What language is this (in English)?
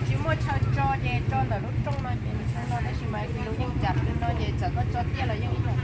Hmong